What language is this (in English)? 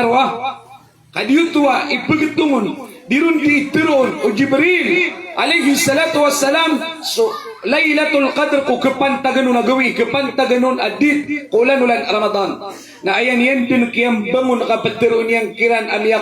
Maranao